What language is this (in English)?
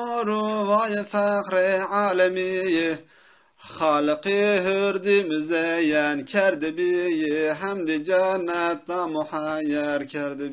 Zaza